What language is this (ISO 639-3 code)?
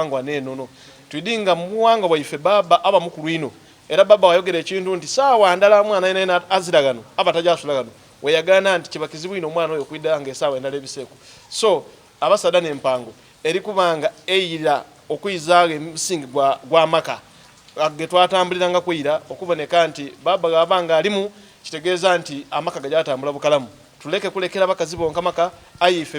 xog